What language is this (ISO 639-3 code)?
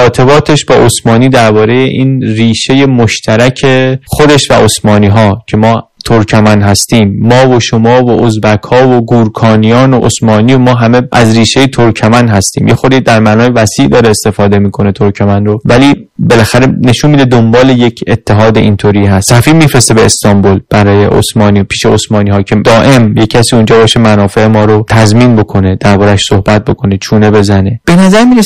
fas